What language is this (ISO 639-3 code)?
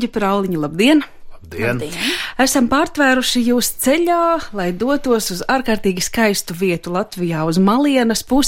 lav